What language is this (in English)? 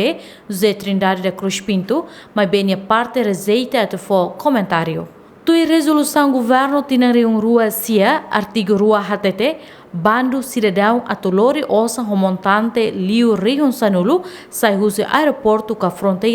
Tetum